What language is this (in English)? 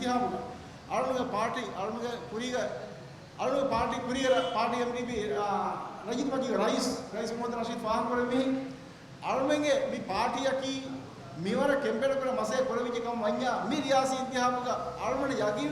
Divehi